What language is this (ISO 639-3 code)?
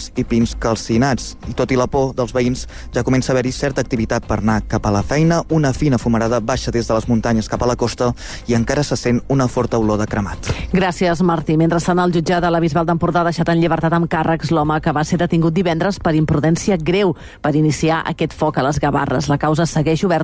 cat